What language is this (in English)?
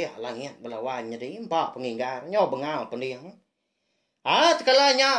Iban